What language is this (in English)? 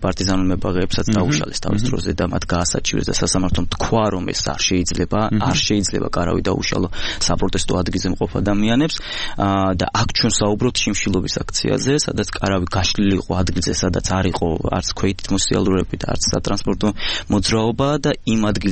Georgian